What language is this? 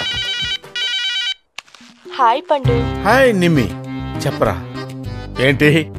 Telugu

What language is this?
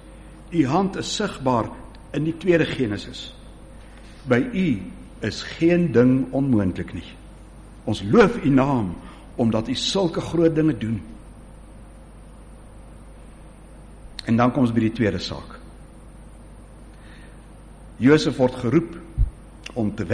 Afrikaans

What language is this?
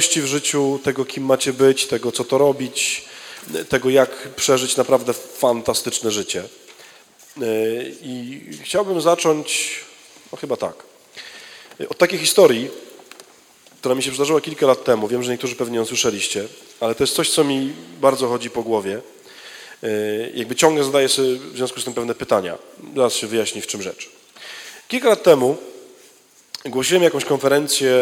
Polish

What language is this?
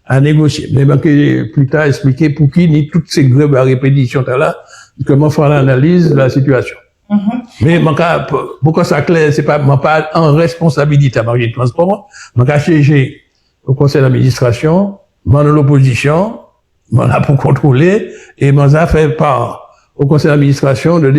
Guadeloupean Creole French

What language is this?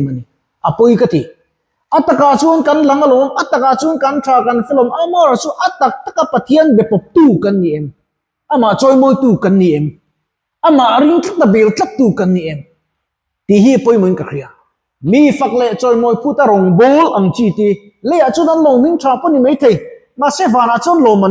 Mizo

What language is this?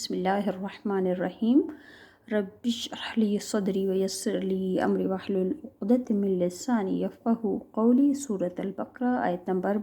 Sindhi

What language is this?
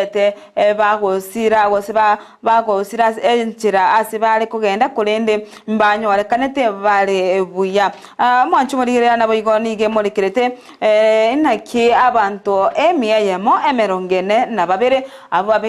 Gusii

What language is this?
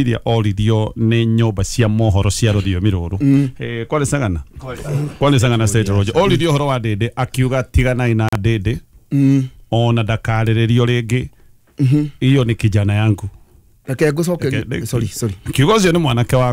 Kikuyu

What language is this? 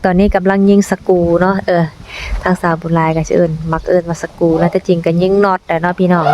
Lao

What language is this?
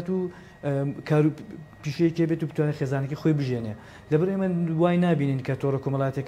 Central Kurdish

